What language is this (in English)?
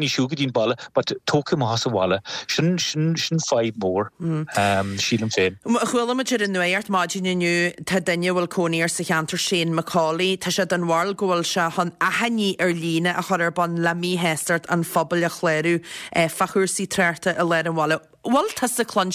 Irish